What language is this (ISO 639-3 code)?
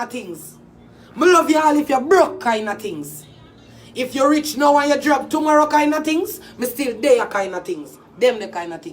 jam